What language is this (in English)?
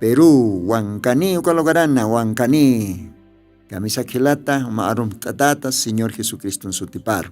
Aymara